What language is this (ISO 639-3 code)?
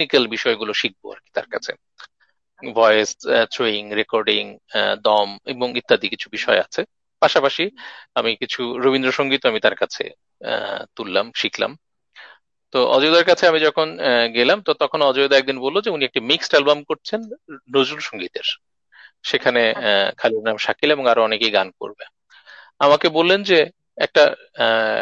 ben